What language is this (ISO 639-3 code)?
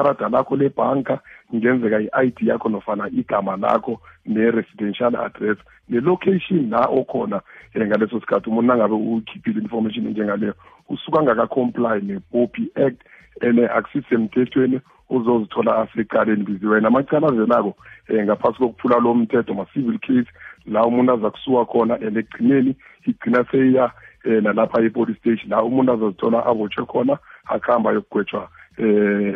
nbl